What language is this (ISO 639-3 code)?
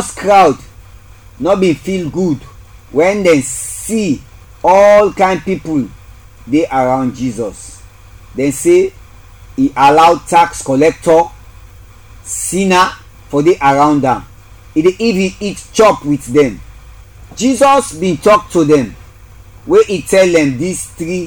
kri